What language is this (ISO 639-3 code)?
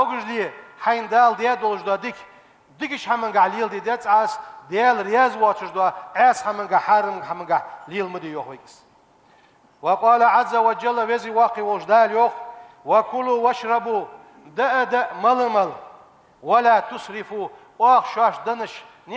inh